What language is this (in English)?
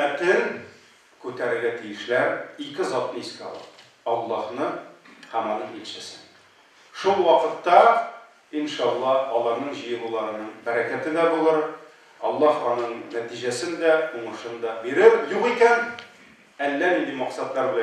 Tatar